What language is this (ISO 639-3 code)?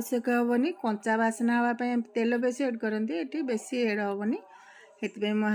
ori